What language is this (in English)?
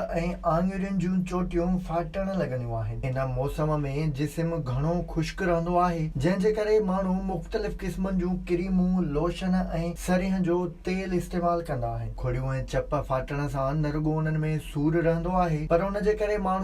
Sindhi